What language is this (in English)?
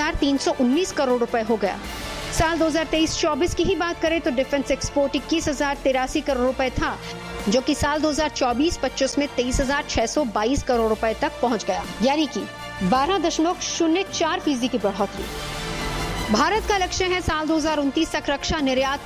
Hindi